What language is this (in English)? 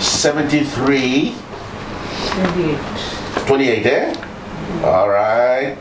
Fijian